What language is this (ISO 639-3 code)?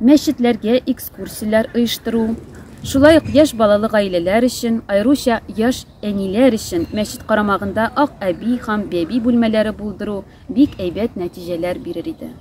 tat